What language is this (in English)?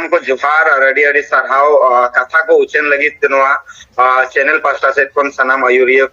Santali